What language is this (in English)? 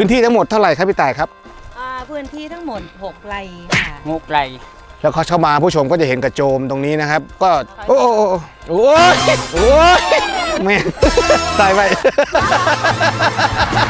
Thai